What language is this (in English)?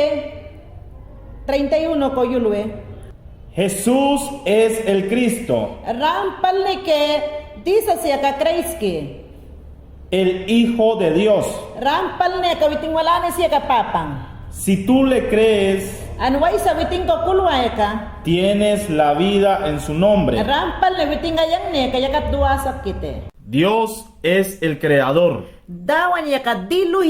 Mayangna